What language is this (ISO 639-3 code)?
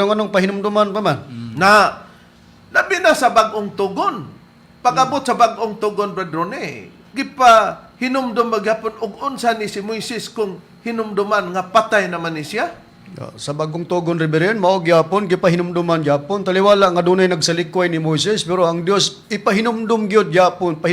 ceb